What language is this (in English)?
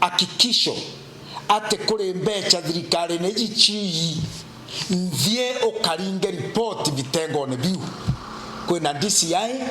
Meru